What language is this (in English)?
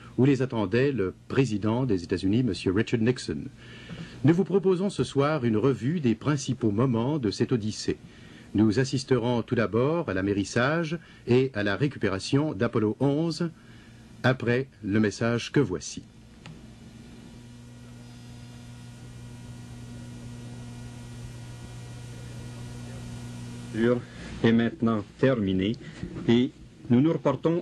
French